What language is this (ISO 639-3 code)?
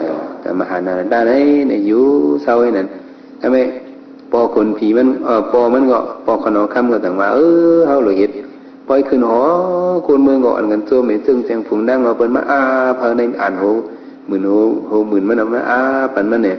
shn